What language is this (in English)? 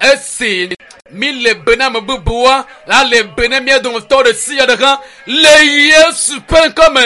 Ewe